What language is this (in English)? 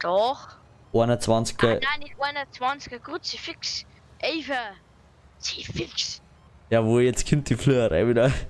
Bavarian